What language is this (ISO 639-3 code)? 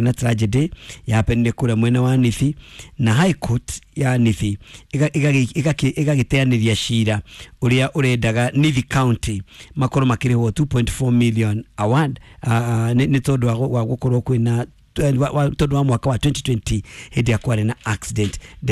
kik